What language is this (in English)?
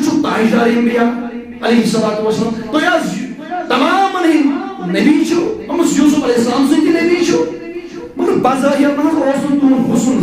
Kashmiri